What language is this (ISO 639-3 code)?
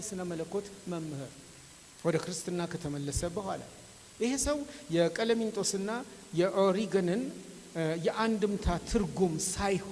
amh